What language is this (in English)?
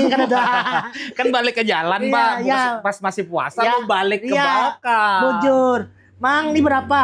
Banjar